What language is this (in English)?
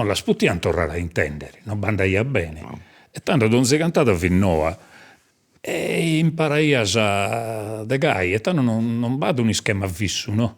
Sardinian